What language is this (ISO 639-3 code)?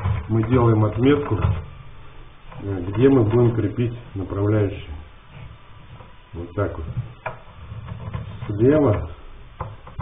rus